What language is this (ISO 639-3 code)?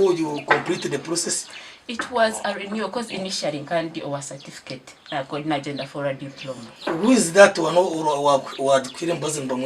nyn